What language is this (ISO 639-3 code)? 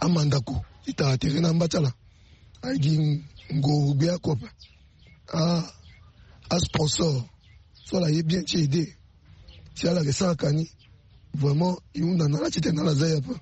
sag